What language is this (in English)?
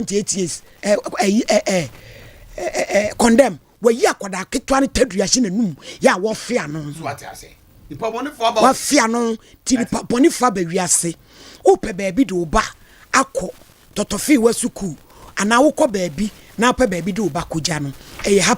Akan